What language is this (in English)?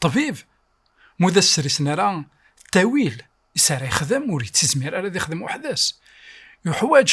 Kabyle